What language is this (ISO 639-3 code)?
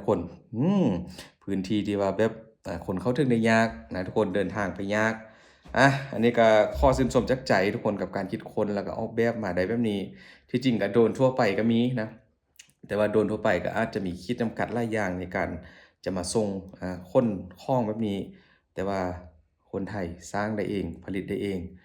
lao